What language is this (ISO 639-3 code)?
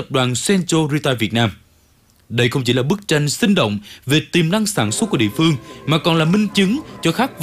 vie